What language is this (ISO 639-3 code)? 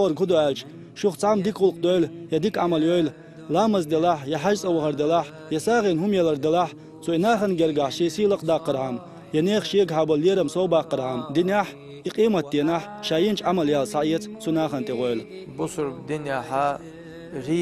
che